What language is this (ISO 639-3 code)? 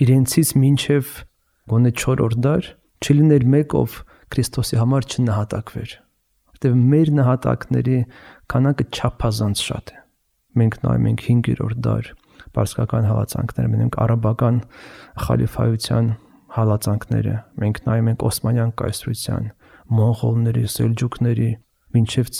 hye